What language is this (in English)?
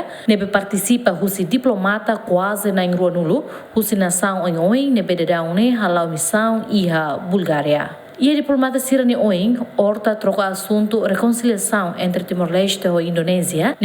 Tetum